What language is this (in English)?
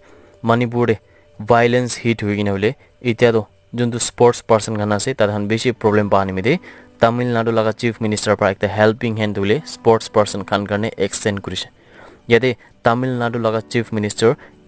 Naga Pidgin